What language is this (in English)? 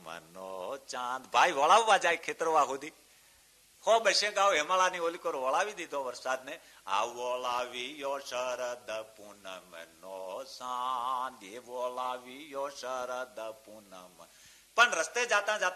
Gujarati